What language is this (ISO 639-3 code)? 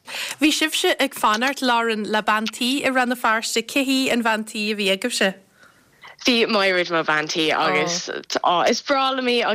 gle